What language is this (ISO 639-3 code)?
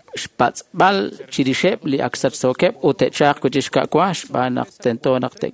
kek